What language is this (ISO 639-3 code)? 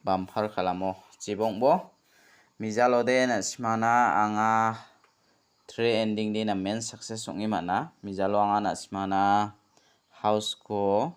grt